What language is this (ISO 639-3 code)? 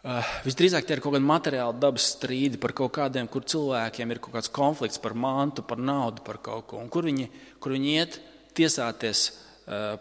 lav